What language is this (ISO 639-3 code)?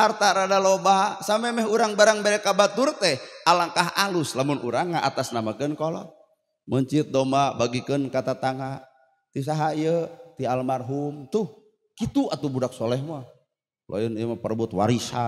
sun